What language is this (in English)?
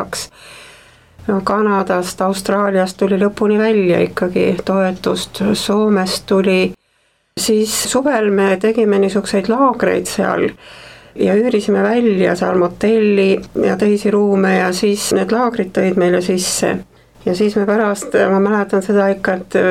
Estonian